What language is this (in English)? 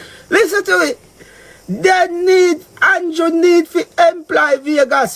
Jamaican Creole English